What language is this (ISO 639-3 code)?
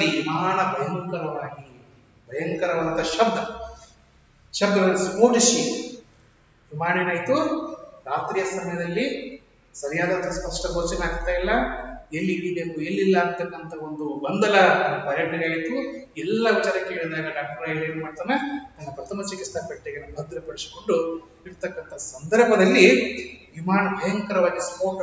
kan